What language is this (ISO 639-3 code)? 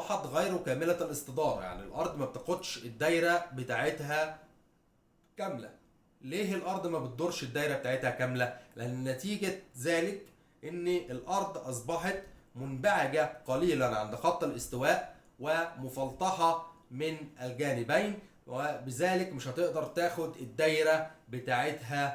arz